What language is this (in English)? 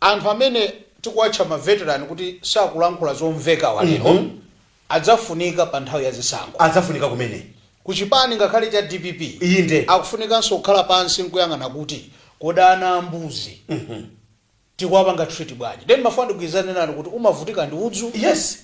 Nyanja